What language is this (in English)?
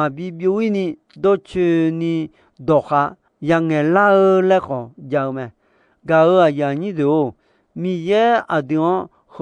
Akha